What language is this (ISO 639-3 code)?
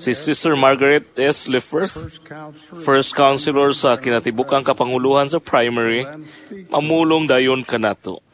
ceb